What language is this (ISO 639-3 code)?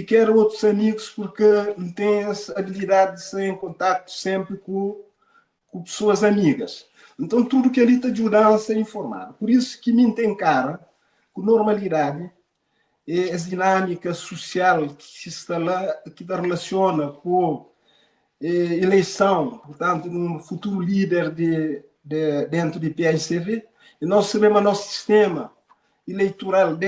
kea